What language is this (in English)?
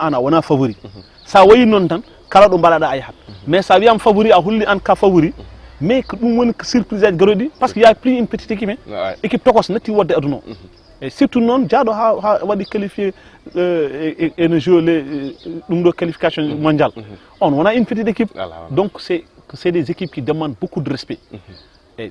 Fula